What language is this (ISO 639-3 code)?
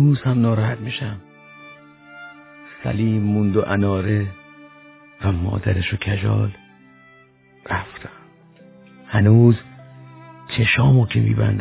fas